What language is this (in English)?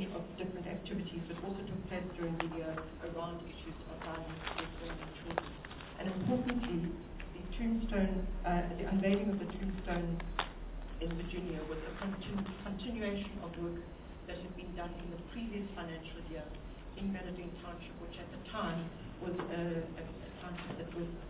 English